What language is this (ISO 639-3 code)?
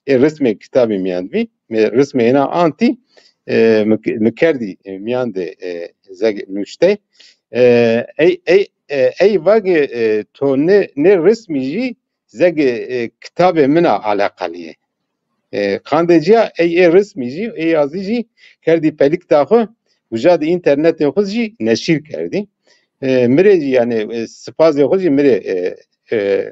zza